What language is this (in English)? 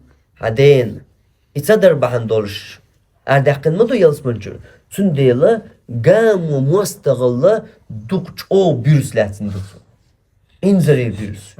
Chechen